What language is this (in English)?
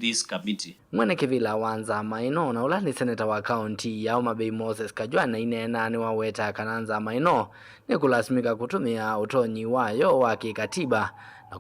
Kamba